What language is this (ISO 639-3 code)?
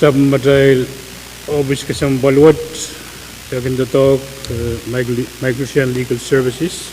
pon